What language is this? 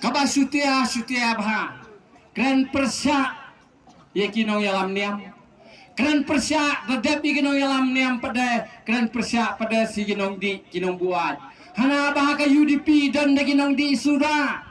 Khasi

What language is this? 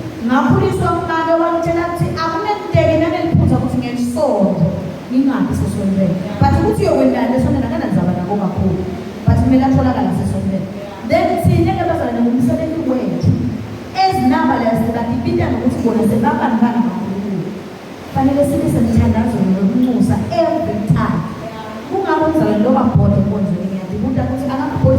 Zulu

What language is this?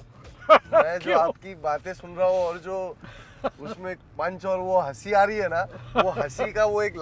Hindi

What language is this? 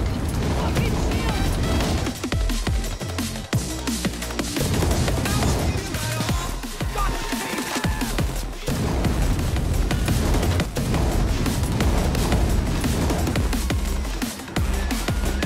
English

